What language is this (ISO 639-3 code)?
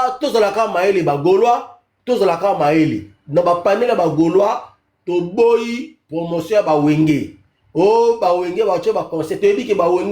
lin